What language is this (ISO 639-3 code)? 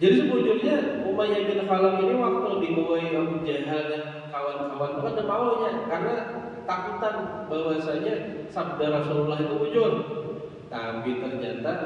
bjn